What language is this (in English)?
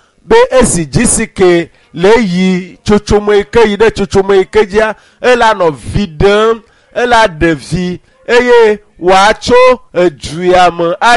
Ewe